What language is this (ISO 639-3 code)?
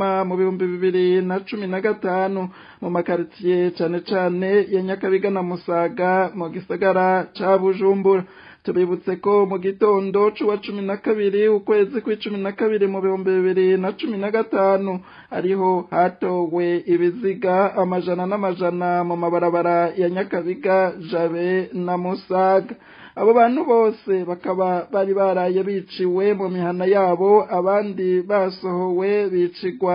run